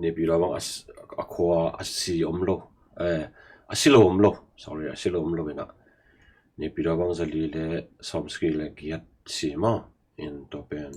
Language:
Tedim Chin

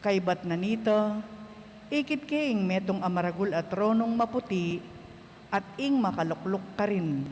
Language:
Pampanga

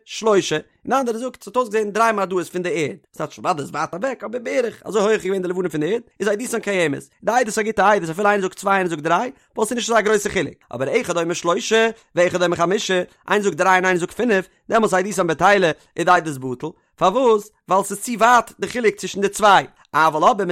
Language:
Yiddish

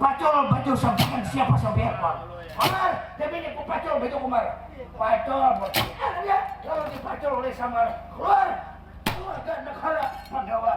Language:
Banjar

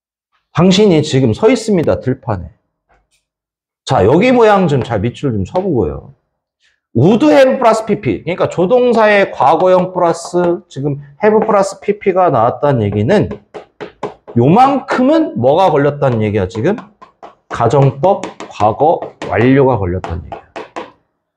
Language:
Korean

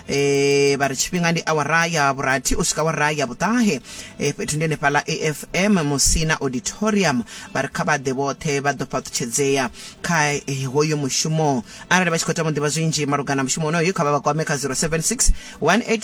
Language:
Venda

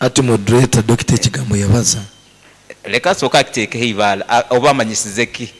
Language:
Nyankole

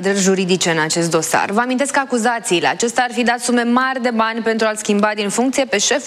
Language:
Romanian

